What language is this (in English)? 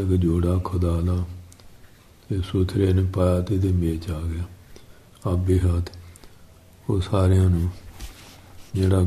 Punjabi